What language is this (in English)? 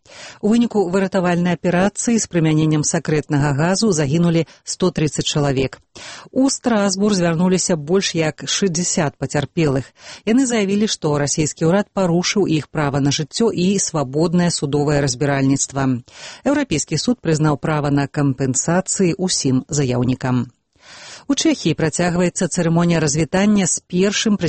Belarusian